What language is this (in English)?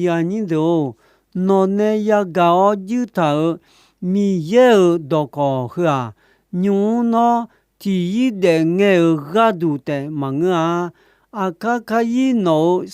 Akha